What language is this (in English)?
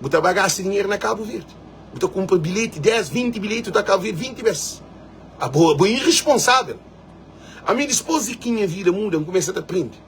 Kabuverdianu